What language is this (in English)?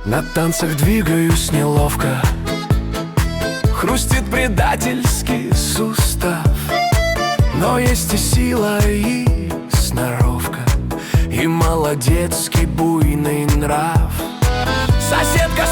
Russian